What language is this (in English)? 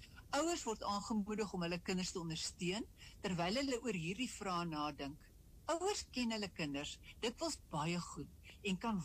Afrikaans